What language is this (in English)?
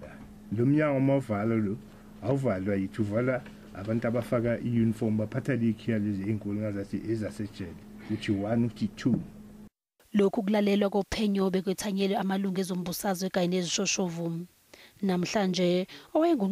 Zulu